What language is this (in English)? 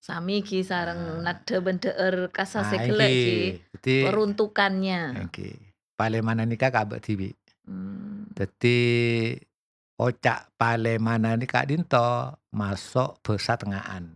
Madurese